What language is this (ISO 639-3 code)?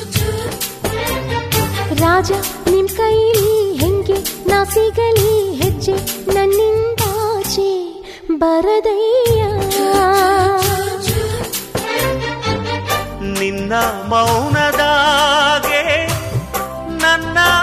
kan